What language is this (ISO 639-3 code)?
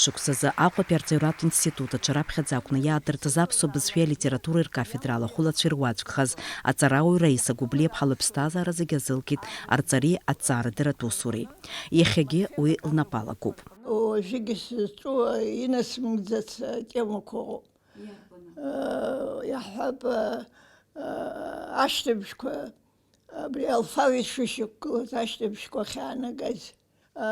abk